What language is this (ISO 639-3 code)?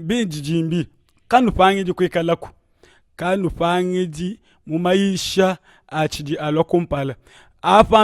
lua